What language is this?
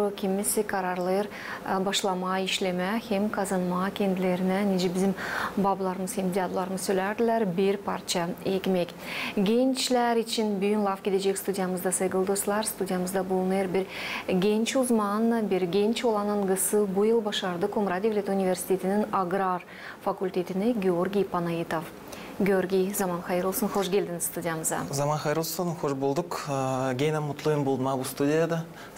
Gagauz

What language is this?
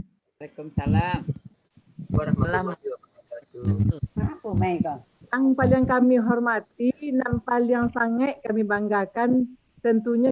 Minangkabau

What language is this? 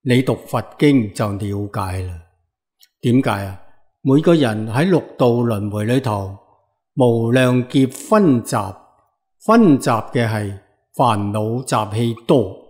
Cantonese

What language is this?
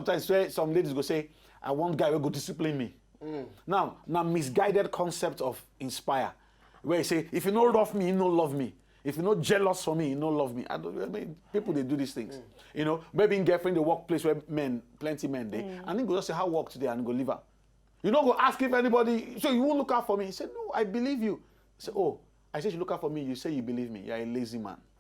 Nigerian Pidgin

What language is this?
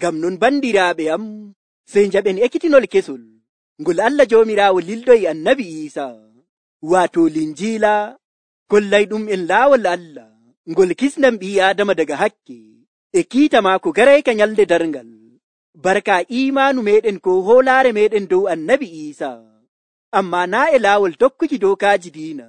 Nigerian Fulfulde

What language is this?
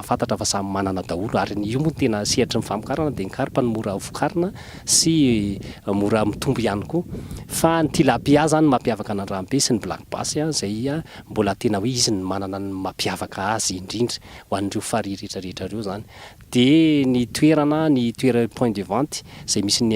Malagasy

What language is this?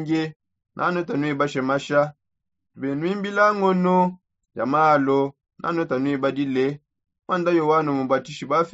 Songe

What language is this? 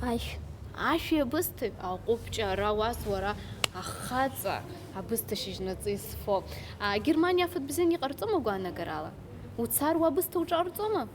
Abkhazian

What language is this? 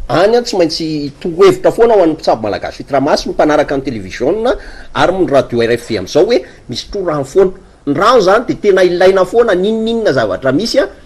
Malagasy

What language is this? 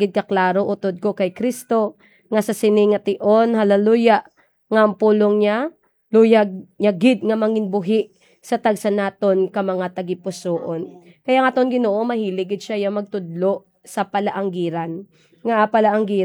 Hiligaynon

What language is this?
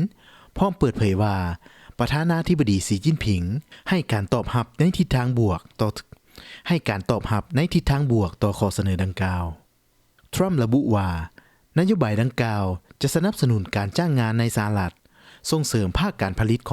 Lao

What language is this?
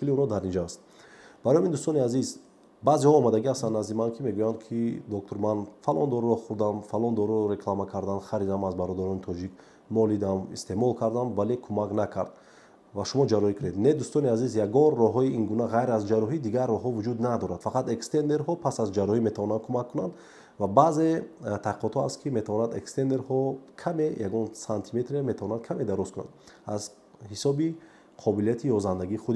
Tajik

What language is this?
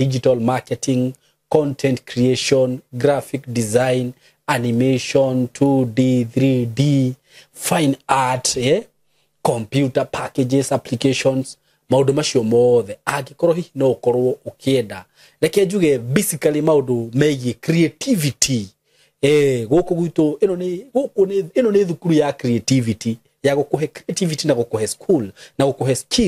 Kikuyu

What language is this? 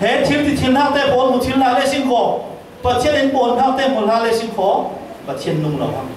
Falam Chin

